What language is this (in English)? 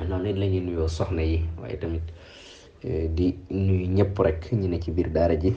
Wolof